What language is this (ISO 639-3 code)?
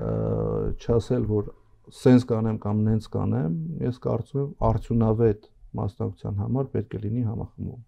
hye